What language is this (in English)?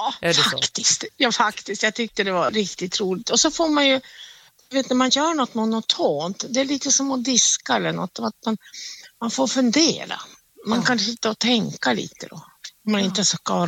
Swedish